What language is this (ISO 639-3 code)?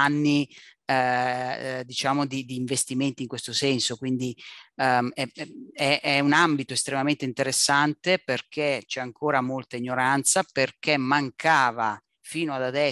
ita